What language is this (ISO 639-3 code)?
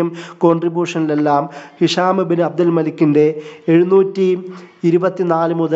mal